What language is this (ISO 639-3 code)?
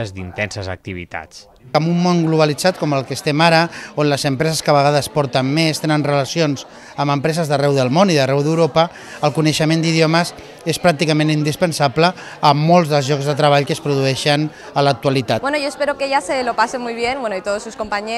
cat